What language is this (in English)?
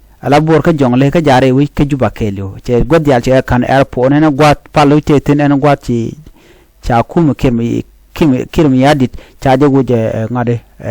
Nuer